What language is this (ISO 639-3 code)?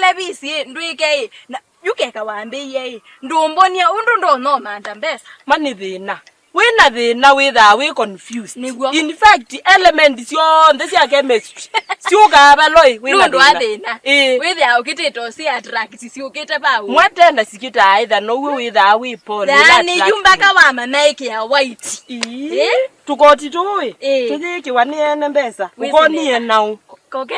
kam